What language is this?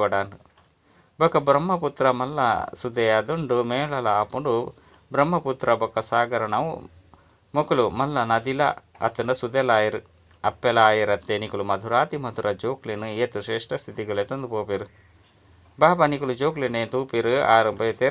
Tulu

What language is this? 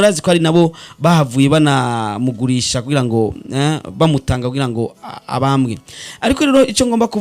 Rundi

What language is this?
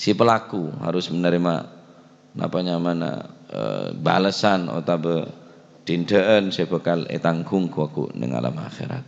Madurese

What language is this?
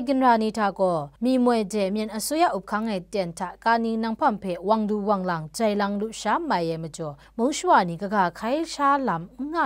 Kachin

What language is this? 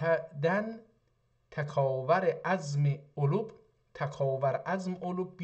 South Azerbaijani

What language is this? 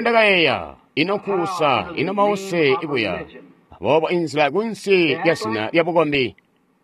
Tonga (Zambia)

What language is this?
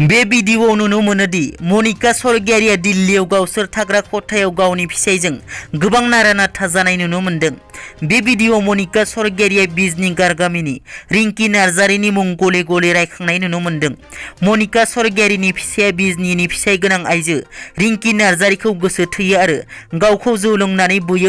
Bodo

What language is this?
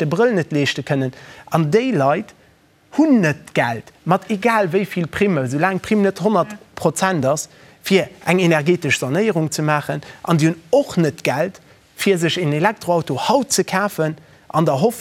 Luxembourgish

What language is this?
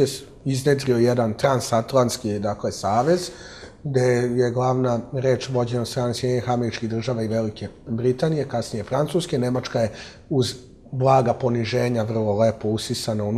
Serbian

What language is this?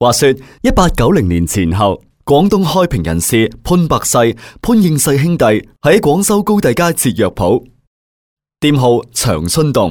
Cantonese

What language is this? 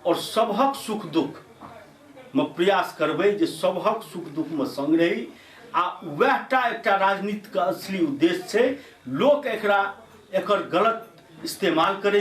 Maithili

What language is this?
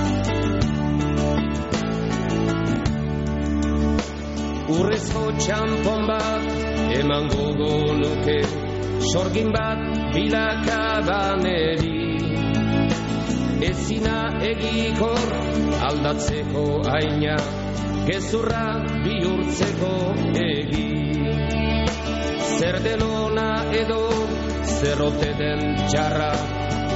Basque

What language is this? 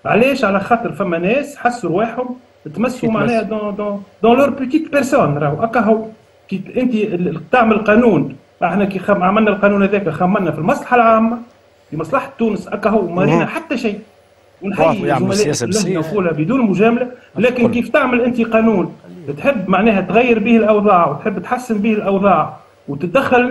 Tunisian Arabic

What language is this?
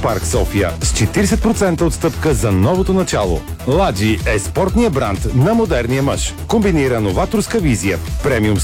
Bulgarian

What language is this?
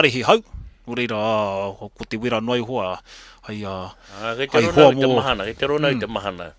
Māori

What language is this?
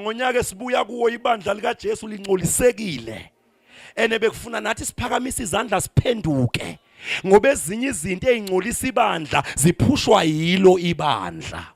Zulu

